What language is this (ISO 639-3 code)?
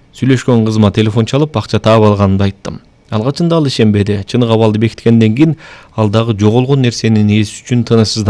kir